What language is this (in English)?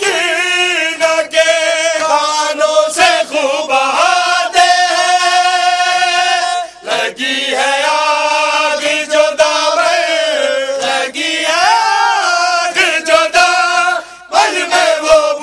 Urdu